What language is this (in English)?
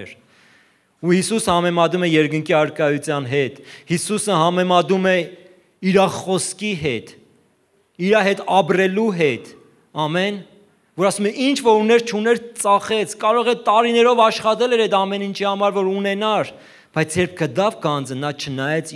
Armenian